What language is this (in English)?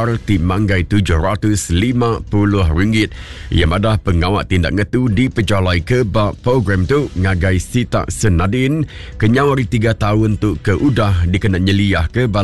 Iban